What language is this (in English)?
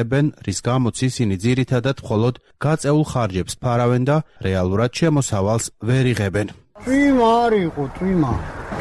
Georgian